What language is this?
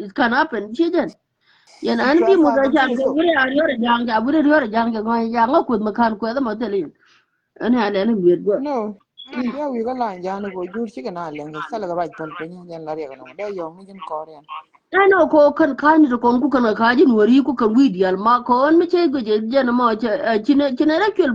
Nuer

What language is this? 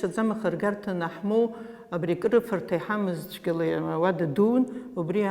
Abkhazian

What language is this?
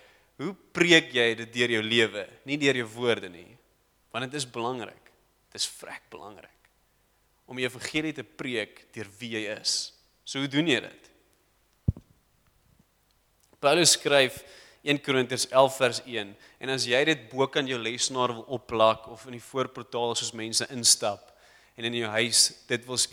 Afrikaans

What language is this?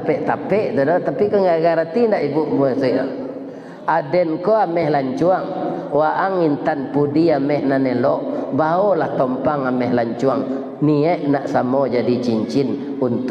Minangkabau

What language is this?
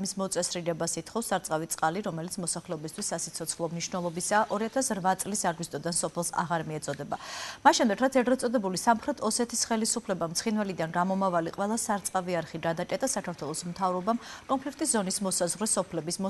Georgian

